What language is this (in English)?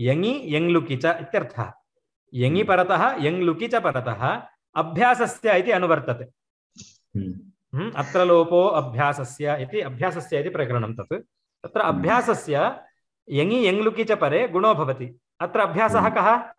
Sanskrit